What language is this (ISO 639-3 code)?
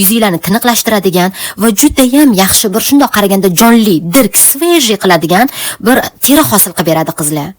uzb